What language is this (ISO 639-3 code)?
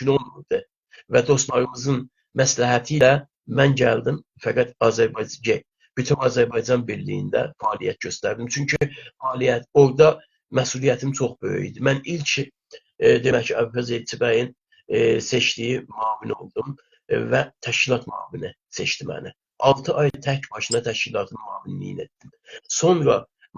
azb